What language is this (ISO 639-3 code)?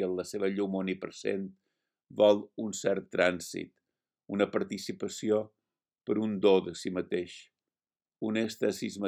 cat